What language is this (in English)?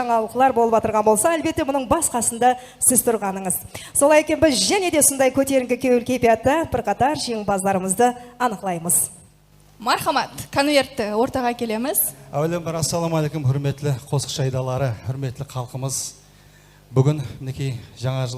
Kara-Kalpak